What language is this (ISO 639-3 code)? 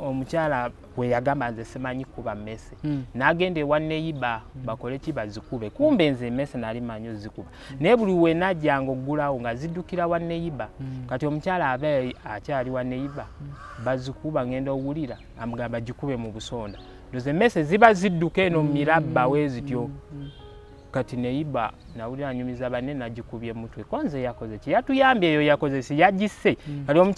lug